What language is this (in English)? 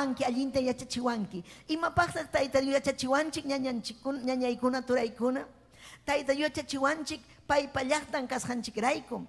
Ayacucho Quechua